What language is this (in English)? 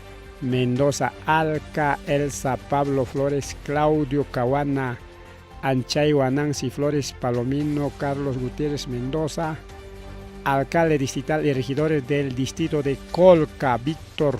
Ayacucho Quechua